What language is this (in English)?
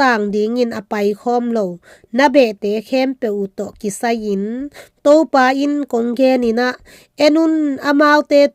Tedim Chin